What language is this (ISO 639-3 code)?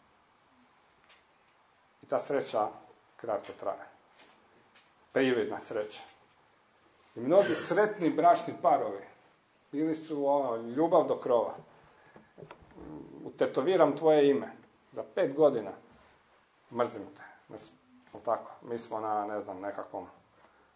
hrv